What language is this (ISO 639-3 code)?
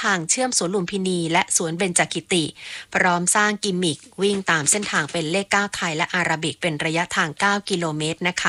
tha